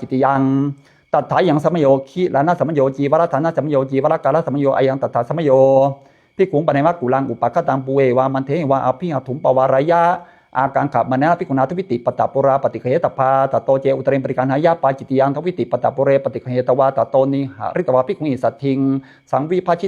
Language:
Pali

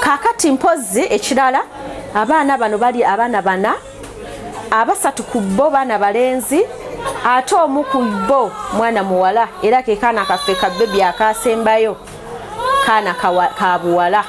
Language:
Ganda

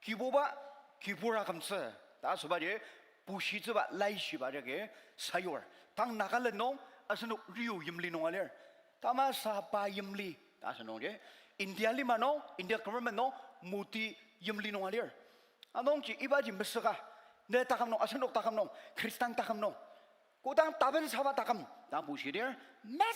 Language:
Ao Naga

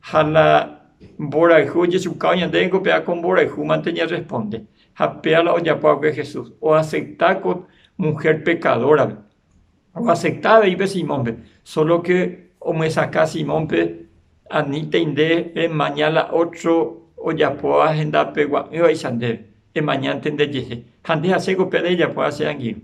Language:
Guarani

